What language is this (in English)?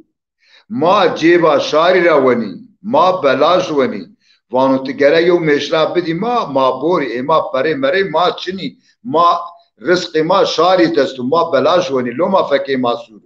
Zaza